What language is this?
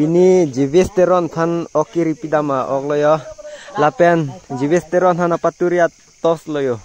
Karbi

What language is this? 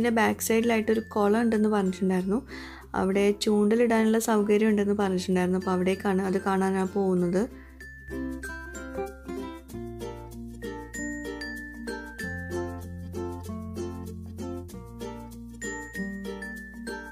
Malayalam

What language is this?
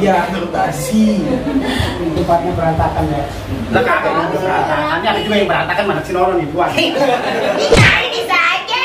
Betawi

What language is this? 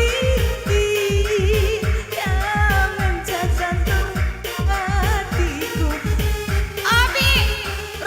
Batak Karo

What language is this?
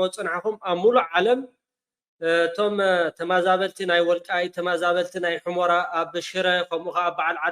Tigrinya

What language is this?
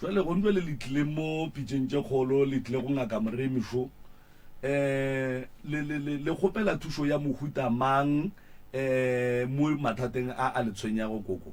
Northern Sotho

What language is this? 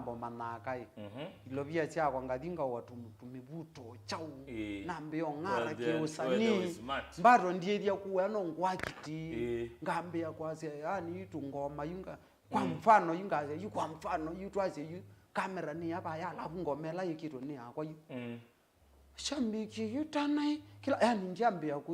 Kamba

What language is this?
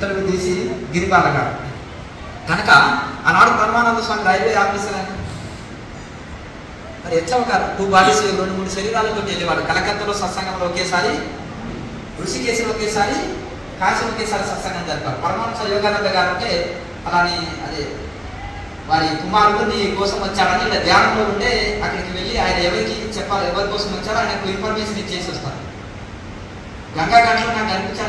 Telugu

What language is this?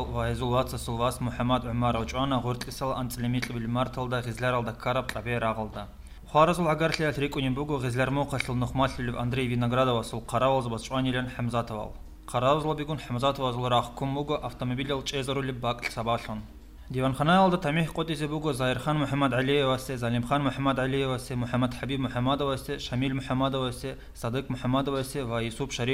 Avaric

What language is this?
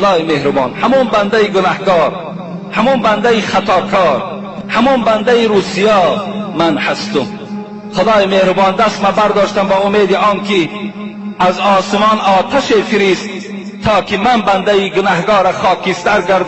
Tajik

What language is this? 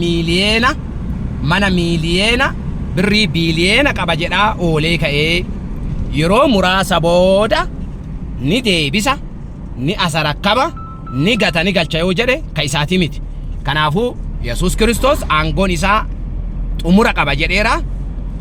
Oromo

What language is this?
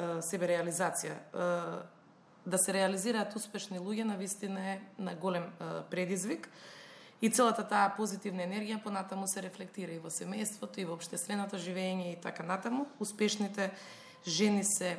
Macedonian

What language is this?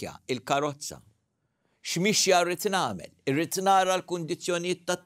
Maltese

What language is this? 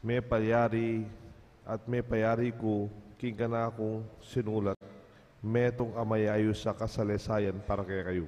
Pampanga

